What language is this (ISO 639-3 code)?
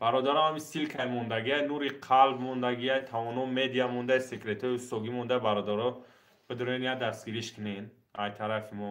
tgk